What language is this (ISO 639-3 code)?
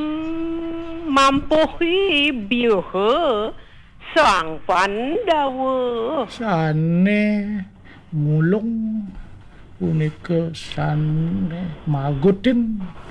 ban